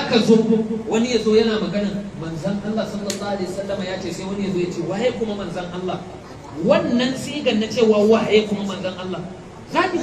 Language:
Hausa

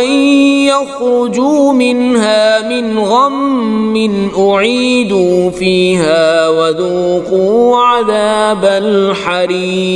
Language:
Kashmiri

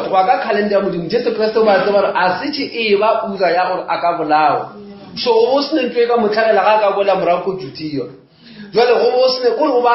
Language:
Northern Sotho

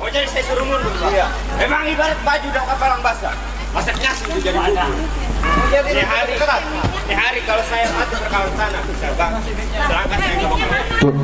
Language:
Betawi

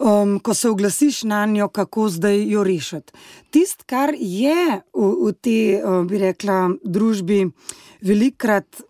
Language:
Slovenian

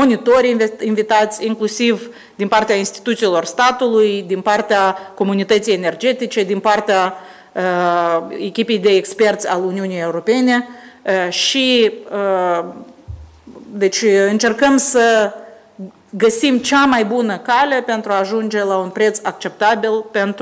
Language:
Romanian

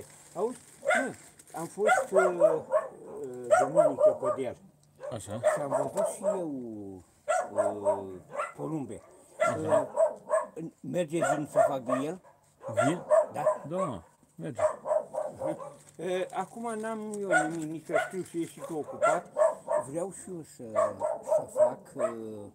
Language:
Romanian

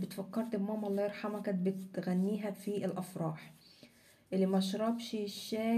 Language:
Egyptian Arabic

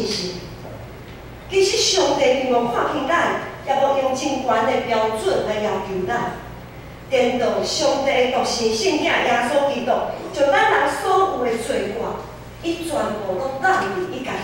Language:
Min Nan Chinese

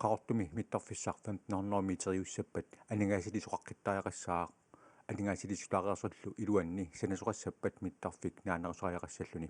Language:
Kalaallisut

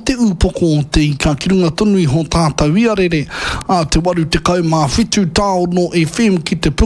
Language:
Māori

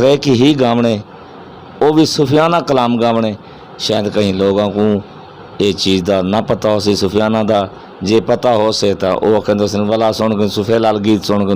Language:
Saraiki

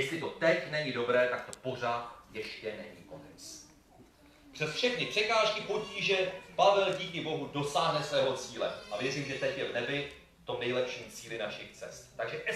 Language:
Czech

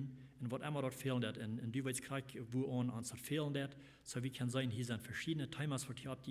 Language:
Plautdietsch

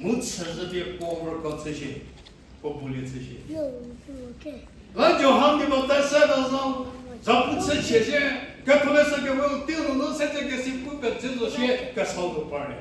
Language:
Angami Naga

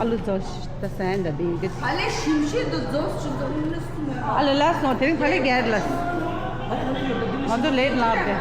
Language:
Tibetan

